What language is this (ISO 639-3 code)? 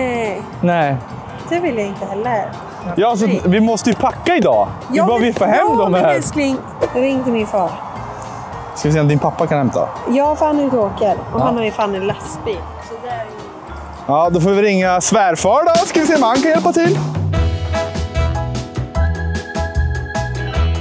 swe